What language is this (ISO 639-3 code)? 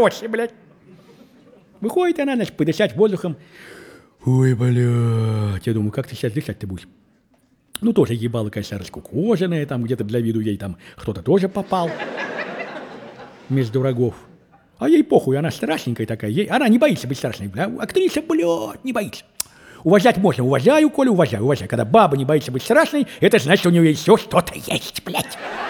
rus